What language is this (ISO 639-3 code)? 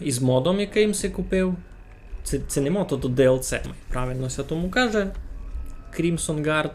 rue